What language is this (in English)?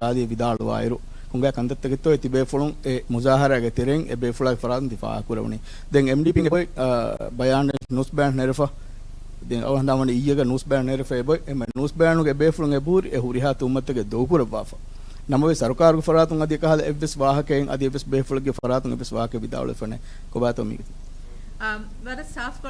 Divehi